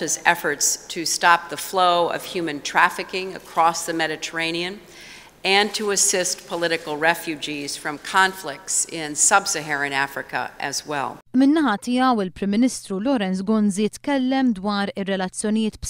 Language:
Maltese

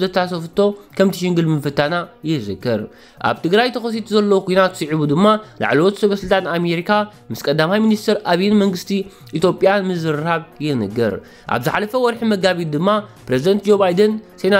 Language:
Tigrinya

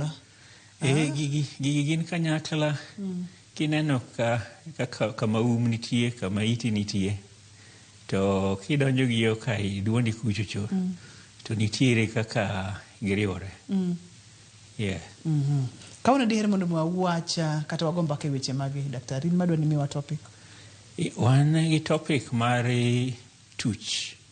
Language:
Luo (Kenya and Tanzania)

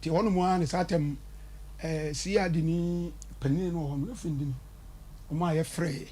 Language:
Akan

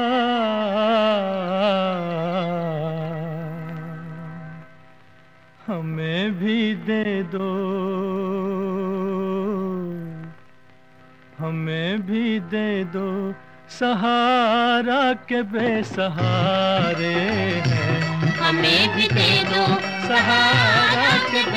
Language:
Hindi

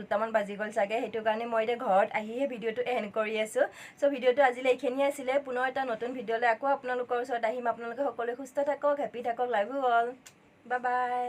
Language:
Assamese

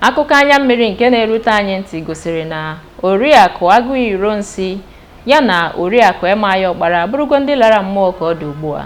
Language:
Igbo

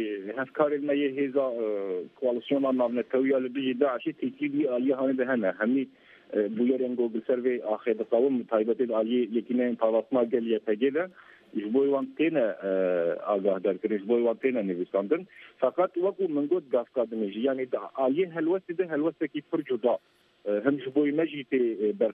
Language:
Kurdish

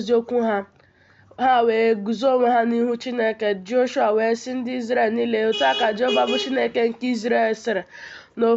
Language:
Igbo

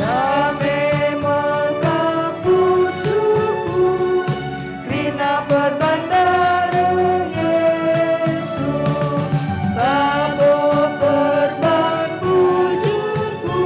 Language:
Batak Karo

